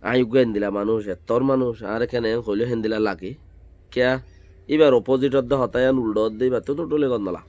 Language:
Rohingya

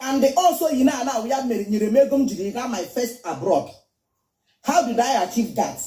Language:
Igbo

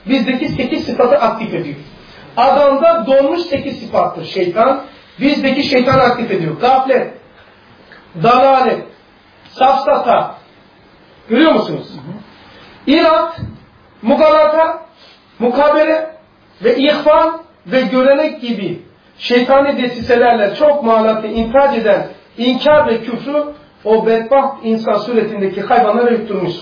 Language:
Turkish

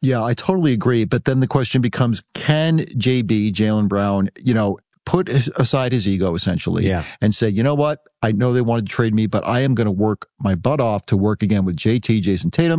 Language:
English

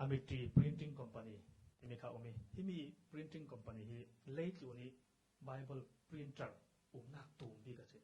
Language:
Falam Chin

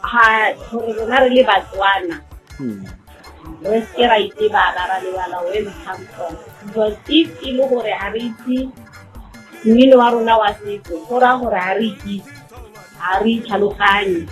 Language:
Tswana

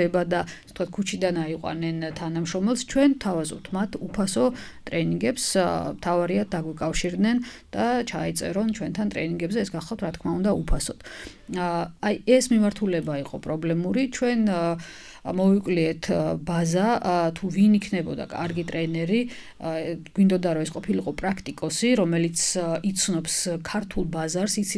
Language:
Georgian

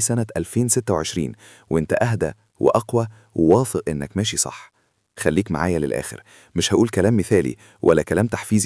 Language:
Egyptian Arabic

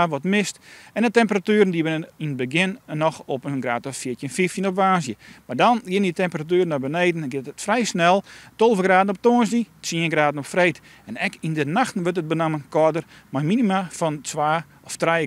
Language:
Western Frisian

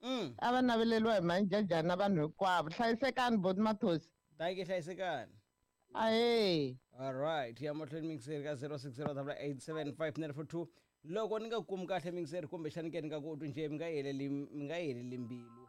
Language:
Tsonga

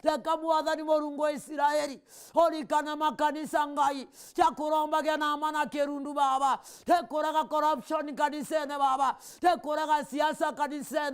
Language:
Meru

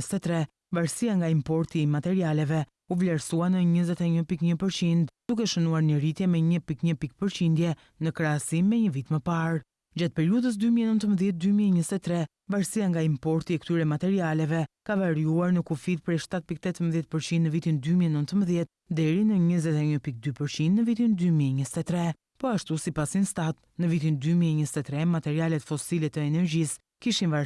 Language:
Albanian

